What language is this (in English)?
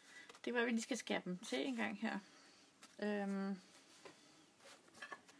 Danish